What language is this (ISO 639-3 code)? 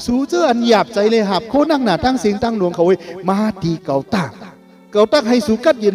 shn